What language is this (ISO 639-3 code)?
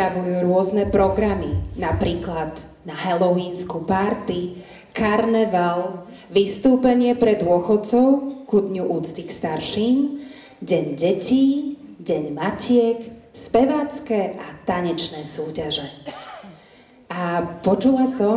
slk